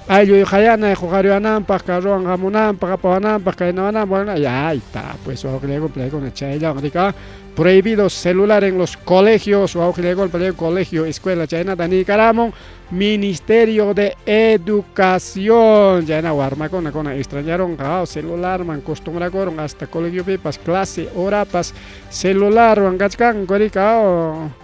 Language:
Ayacucho Quechua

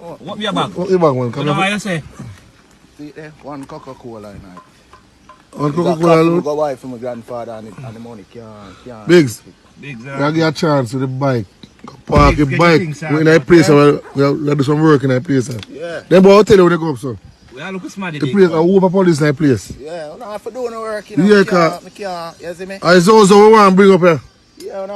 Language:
Jamaican Creole English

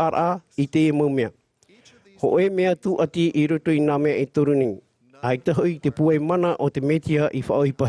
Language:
Tahitian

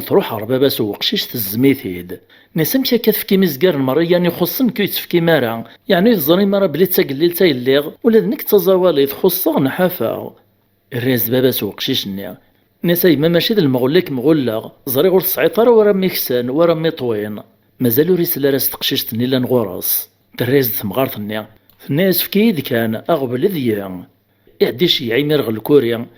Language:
Kabyle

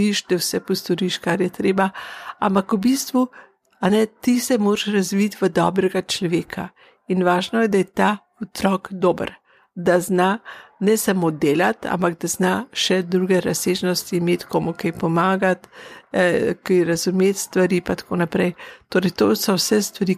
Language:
Slovenian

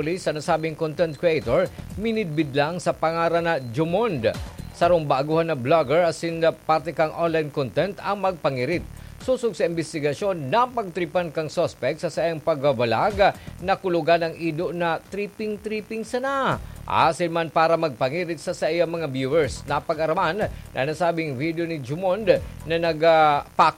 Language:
Bikol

